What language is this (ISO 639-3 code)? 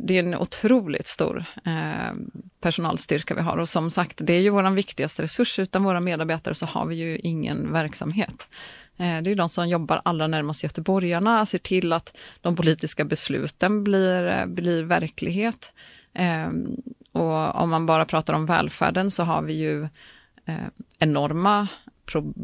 swe